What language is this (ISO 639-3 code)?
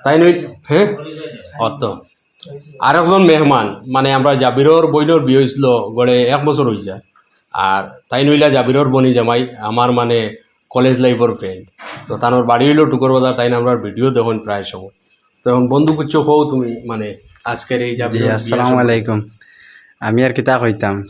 syl